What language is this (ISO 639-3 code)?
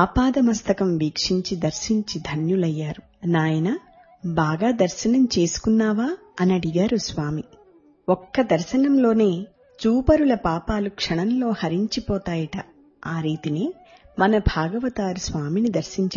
tel